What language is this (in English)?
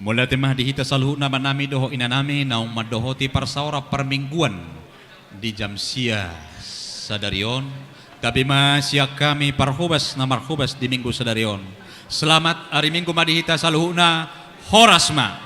Batak Toba